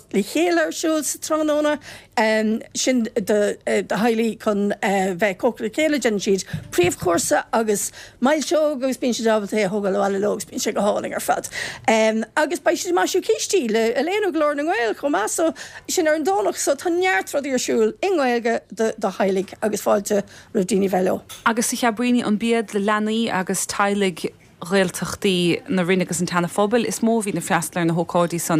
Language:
Irish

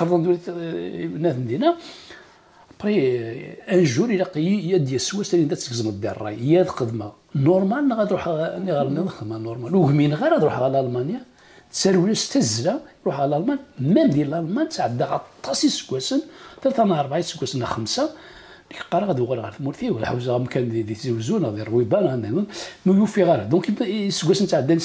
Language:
Kabyle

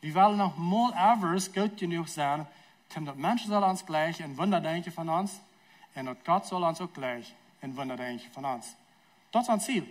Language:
Plautdietsch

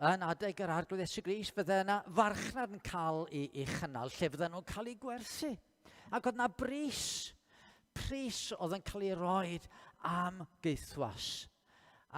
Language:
Welsh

